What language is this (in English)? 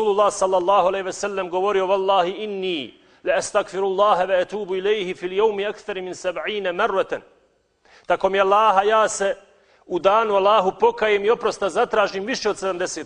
Bosnian